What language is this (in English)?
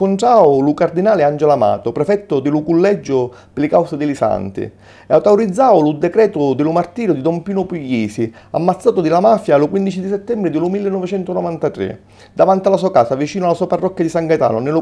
Sicilian